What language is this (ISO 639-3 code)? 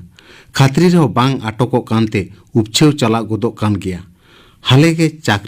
sat